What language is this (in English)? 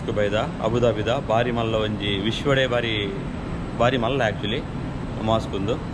Tulu